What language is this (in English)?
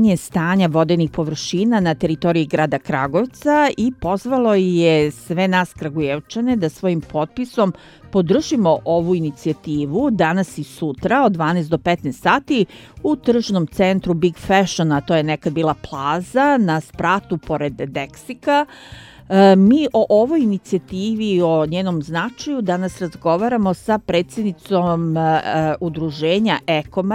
Serbian